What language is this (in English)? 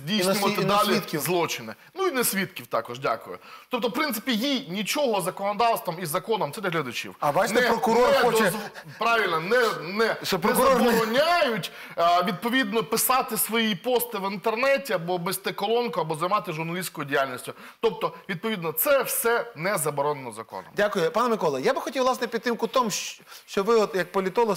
Ukrainian